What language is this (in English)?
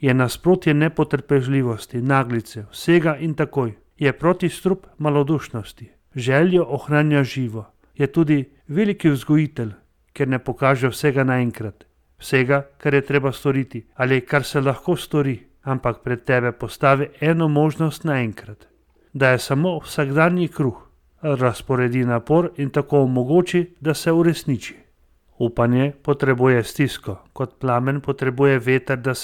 Slovenian